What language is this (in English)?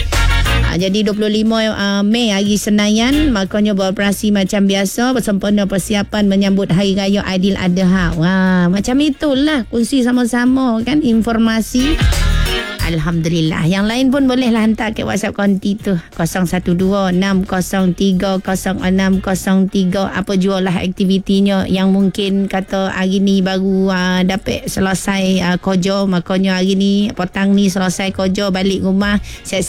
Malay